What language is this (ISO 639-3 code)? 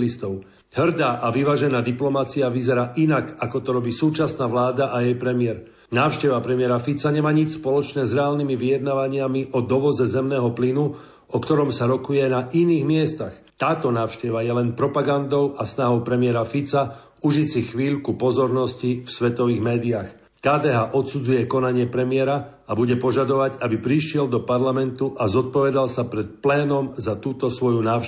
slk